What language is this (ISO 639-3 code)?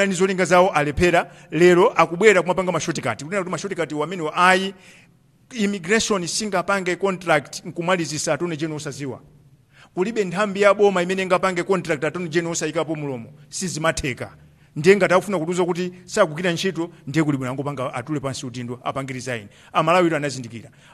nya